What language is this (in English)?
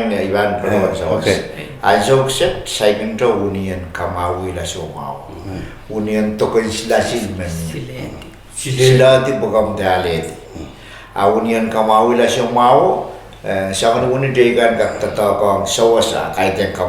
Pohnpeian